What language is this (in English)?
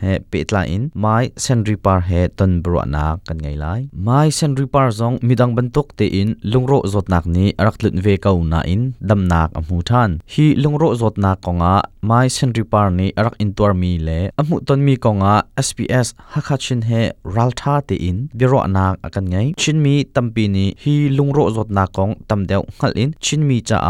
Hakha Chin